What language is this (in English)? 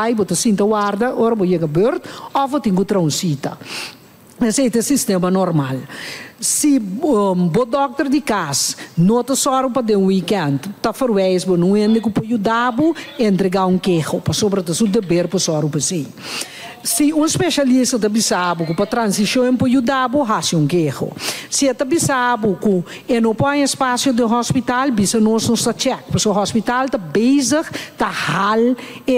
Papiamento